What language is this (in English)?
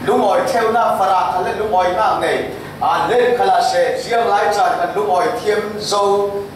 Falam Chin